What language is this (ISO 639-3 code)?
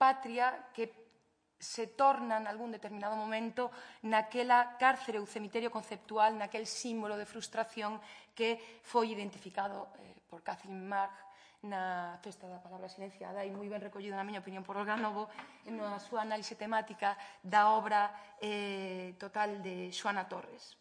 glg